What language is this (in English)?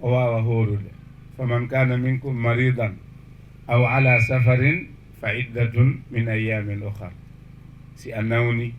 Fula